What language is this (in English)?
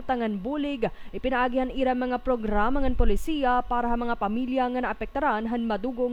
Waray